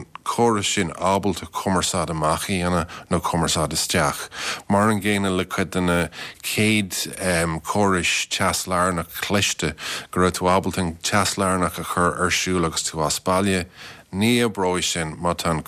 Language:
Irish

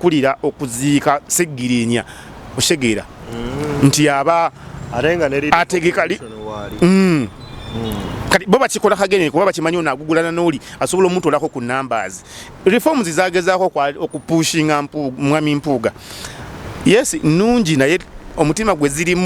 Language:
Ganda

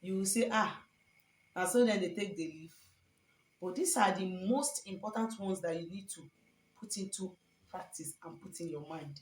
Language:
Igbo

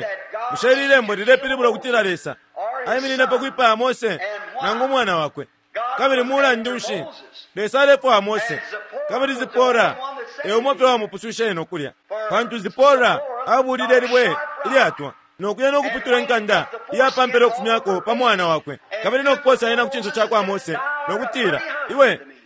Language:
Bemba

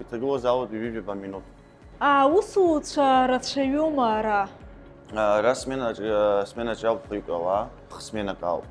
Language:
Abkhazian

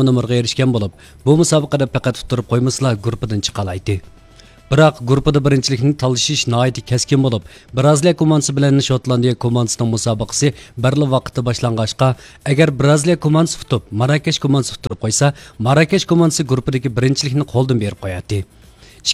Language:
Uyghur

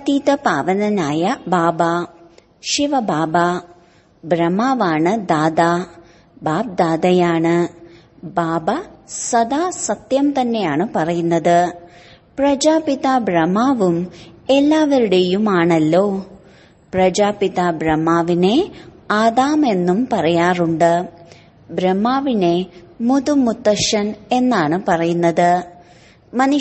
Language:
Malayalam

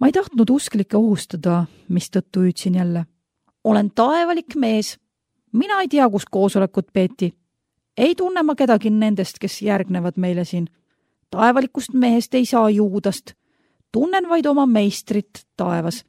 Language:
Estonian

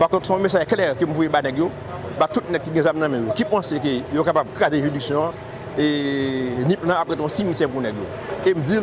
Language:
Haitian Creole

